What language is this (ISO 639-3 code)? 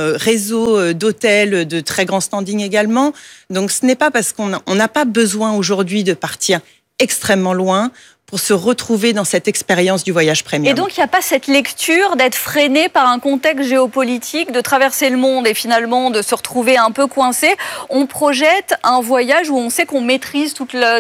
fra